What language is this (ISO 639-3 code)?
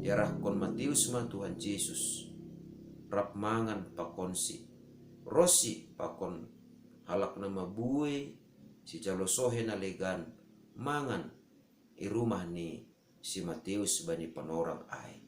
bts